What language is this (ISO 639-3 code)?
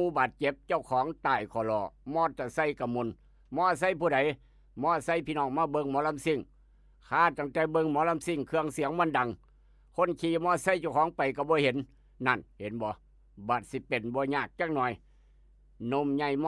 tts